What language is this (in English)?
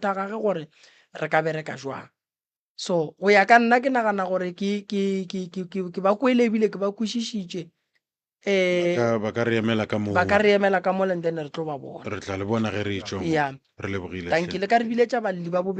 Northern Sotho